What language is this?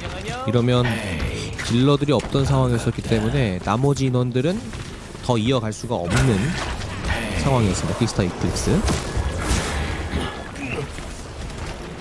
Korean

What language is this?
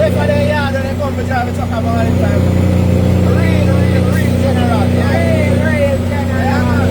Jamaican Creole English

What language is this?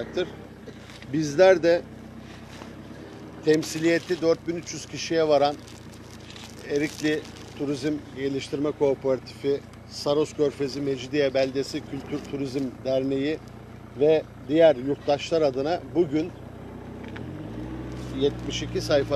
Turkish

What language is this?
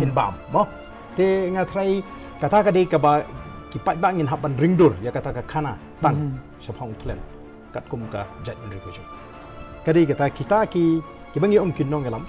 Khasi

